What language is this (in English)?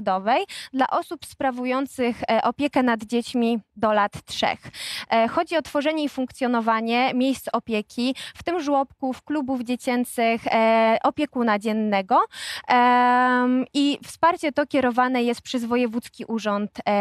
Polish